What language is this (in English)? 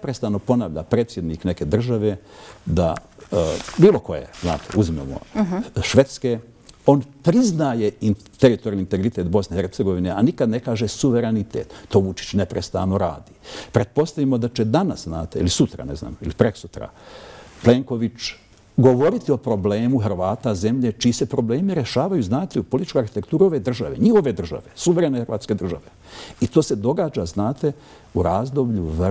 Bosnian